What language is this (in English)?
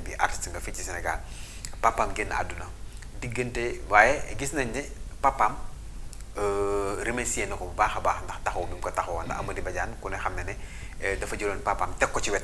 Wolof